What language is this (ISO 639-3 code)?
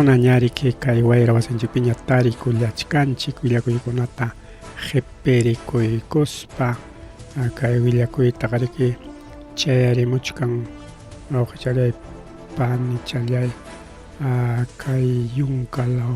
quy